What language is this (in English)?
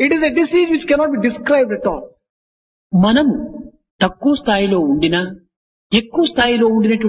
Telugu